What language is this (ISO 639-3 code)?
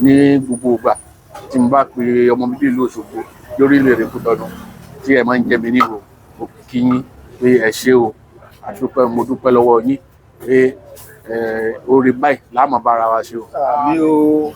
yor